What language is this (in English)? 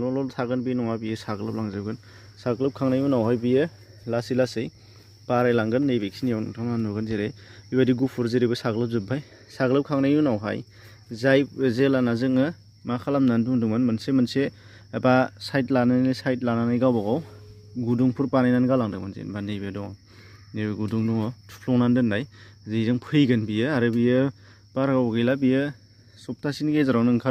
Bodo